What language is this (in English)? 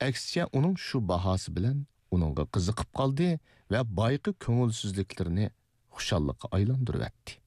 Uyghur